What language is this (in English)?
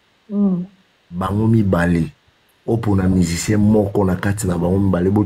Lingala